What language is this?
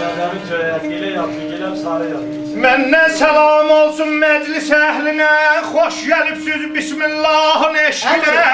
South Azerbaijani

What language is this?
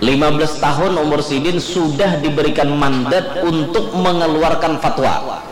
Banjar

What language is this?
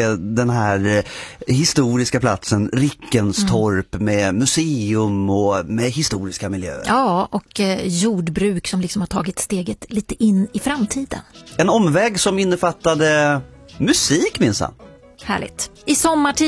Swedish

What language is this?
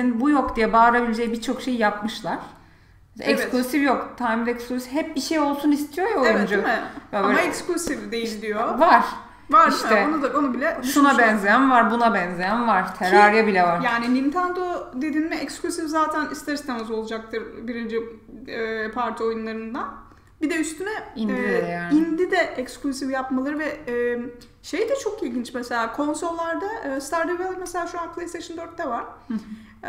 Turkish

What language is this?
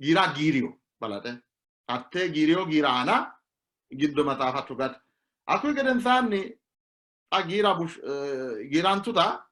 Sidamo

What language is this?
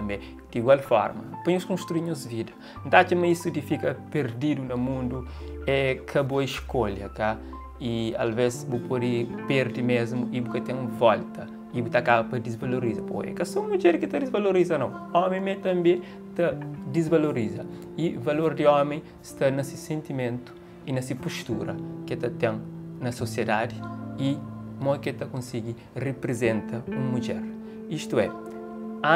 Kabuverdianu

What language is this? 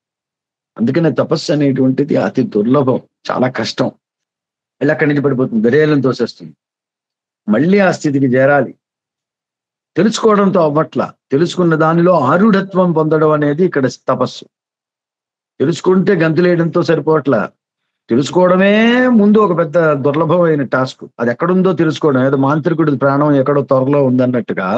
Telugu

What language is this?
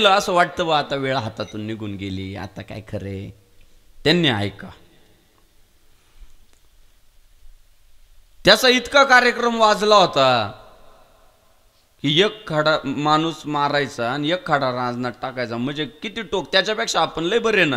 Marathi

